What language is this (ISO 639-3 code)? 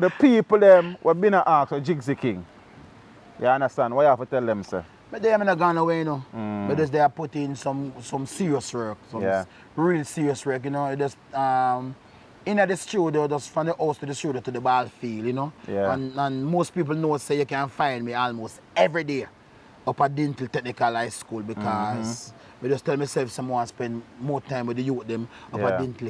jam